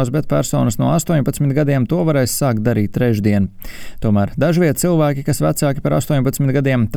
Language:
Latvian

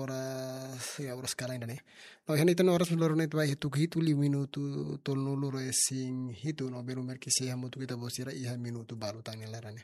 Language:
Tetum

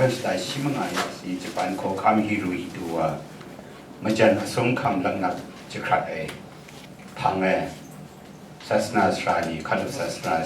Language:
Kachin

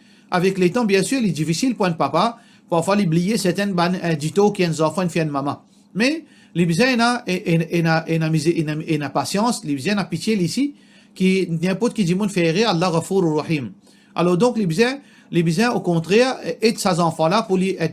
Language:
Morisyen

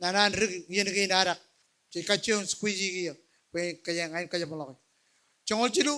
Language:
Marshallese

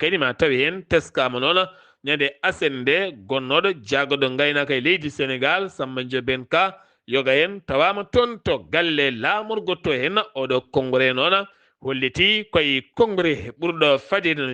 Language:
Fula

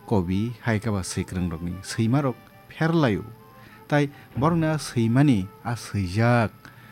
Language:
Kok Borok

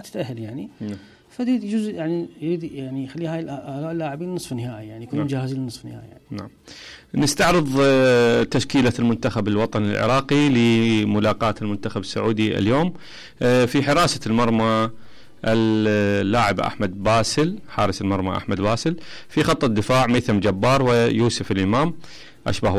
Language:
Mesopotamian Arabic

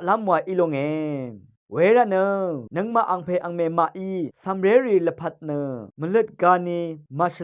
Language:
Rawang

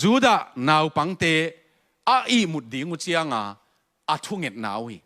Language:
Tedim Chin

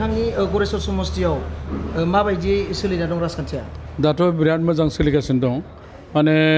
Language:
Bodo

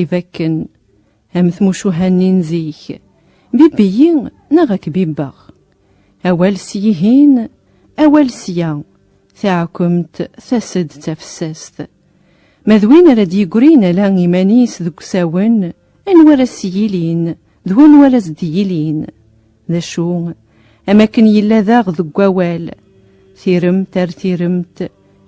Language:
Kabyle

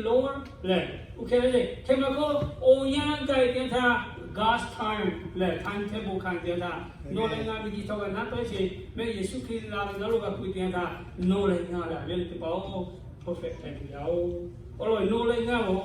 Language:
Lahu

